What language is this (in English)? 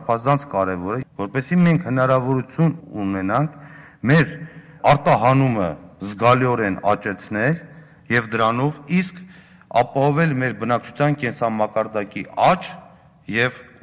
Armenian